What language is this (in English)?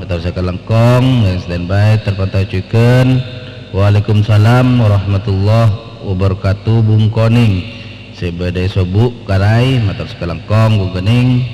Madurese